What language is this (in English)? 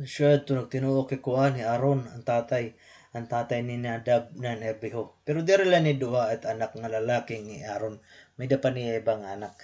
Waray